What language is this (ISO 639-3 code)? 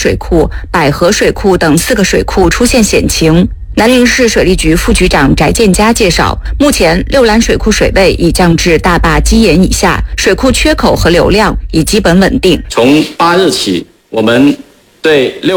zho